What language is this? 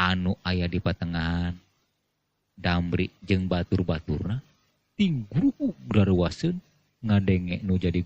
Sundanese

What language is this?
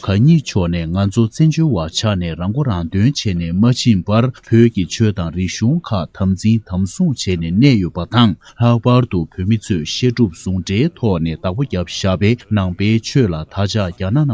Tibetan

